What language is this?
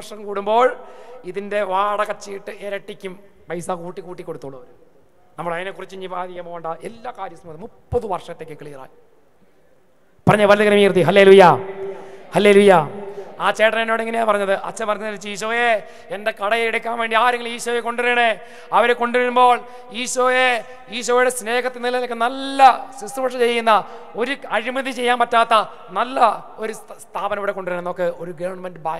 Malayalam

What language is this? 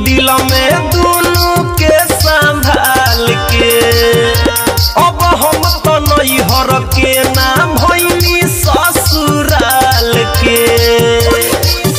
Bhojpuri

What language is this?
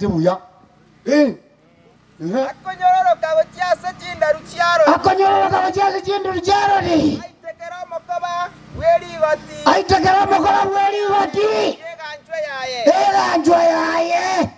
Gusii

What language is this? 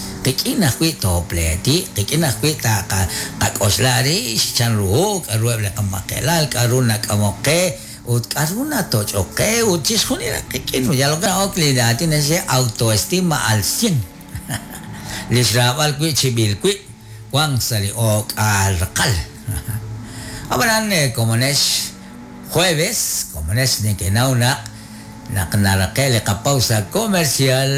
Kekchí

